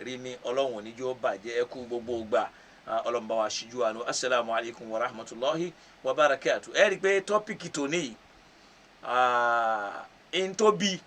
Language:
Yoruba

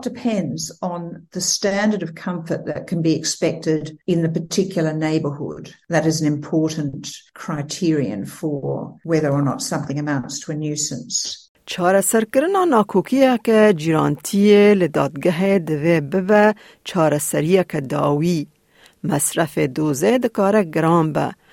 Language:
Kurdish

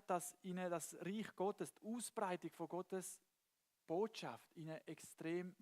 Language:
Swiss German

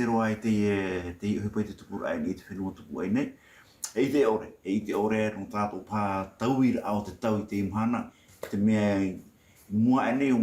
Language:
Tahitian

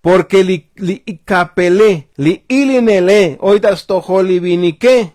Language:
Tzotzil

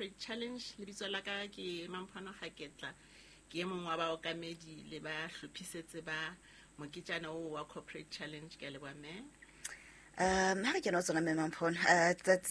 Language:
Southern Sotho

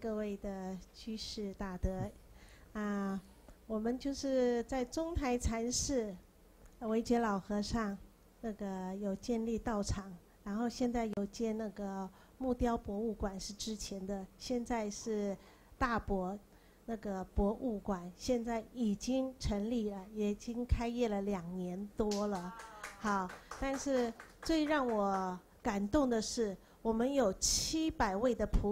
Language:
Chinese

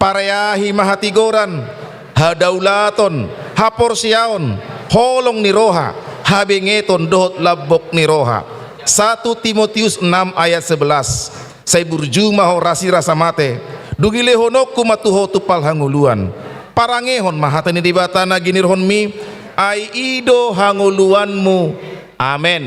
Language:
Batak Toba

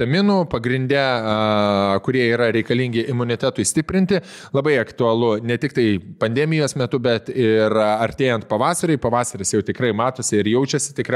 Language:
Lithuanian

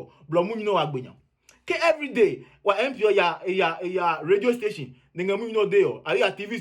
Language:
Adangme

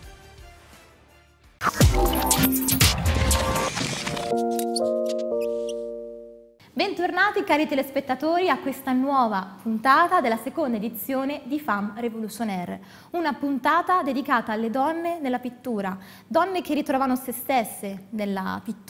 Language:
Italian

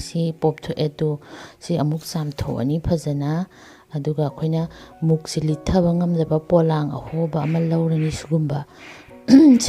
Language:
Manipuri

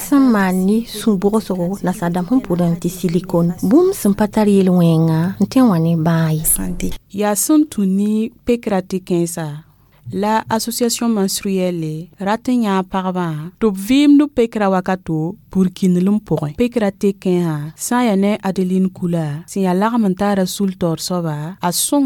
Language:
Mossi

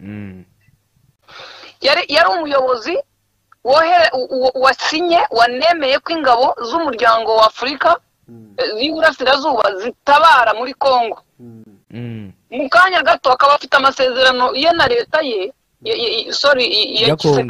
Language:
Kinyarwanda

